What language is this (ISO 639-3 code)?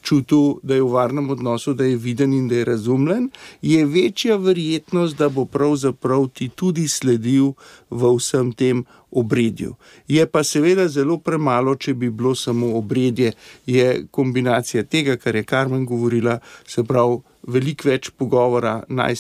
slv